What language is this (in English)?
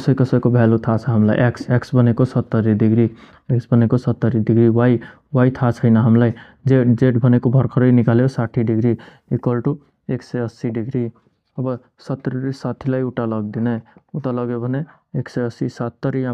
Nepali